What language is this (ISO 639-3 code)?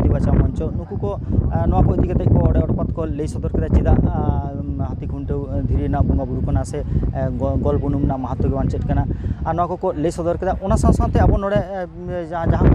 sat